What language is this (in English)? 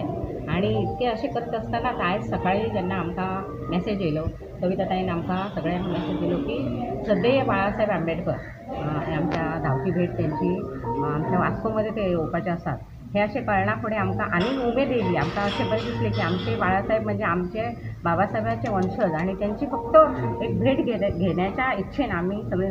Konkani